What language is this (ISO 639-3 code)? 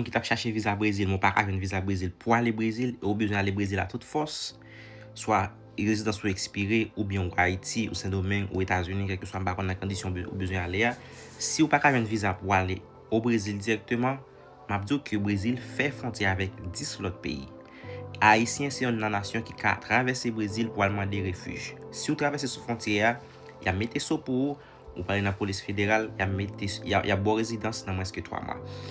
hat